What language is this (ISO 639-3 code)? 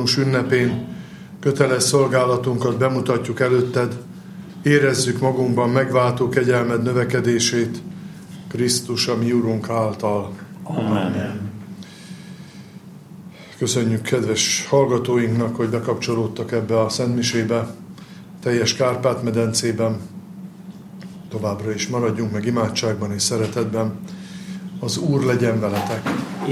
hun